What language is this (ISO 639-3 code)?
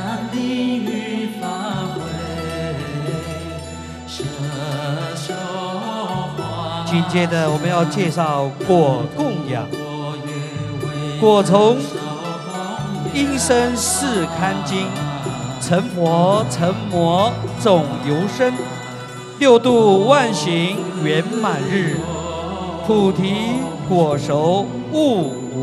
zho